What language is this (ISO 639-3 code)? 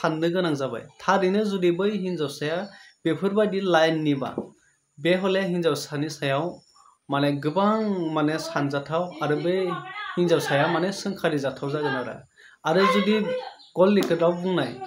brx